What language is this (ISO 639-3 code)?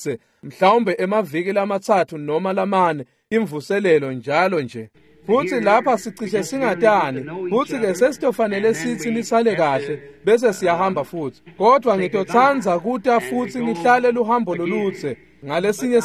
ssw